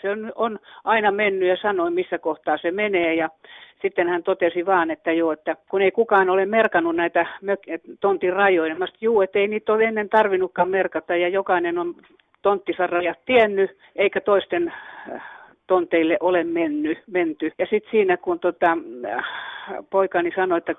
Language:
Finnish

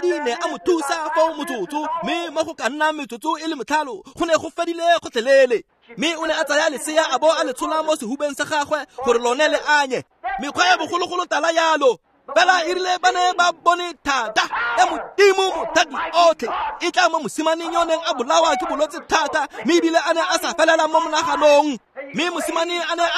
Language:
Tswana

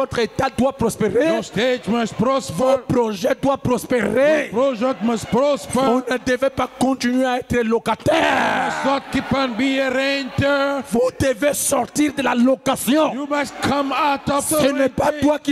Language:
French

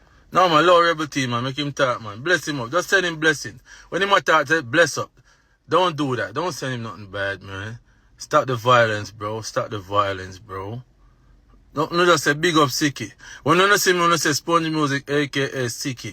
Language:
Jamaican Creole English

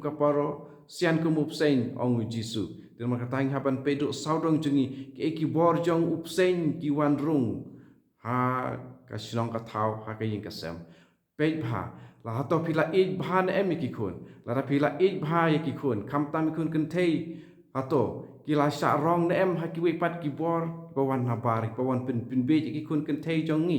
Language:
Khasi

